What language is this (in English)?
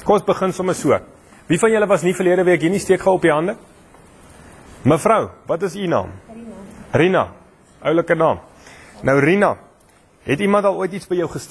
Afrikaans